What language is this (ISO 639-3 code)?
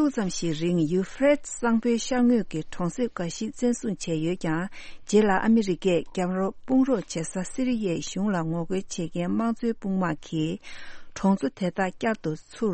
bod